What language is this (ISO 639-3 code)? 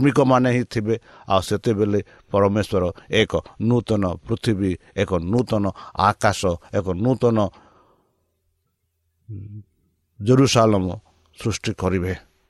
ori